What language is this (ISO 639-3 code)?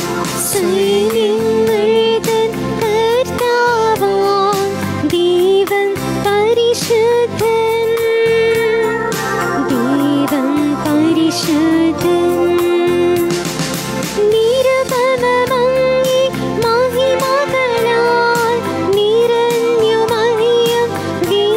mal